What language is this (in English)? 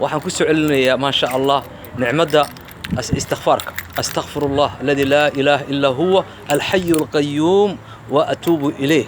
Somali